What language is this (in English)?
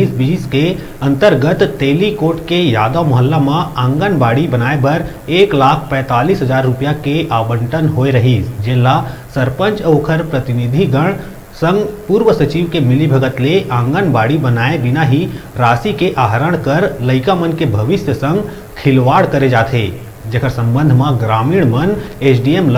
Chhattisgarhi